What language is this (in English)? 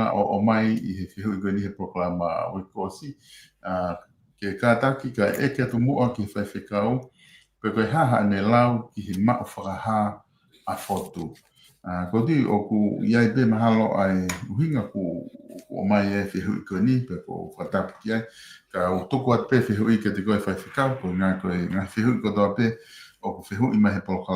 Tongan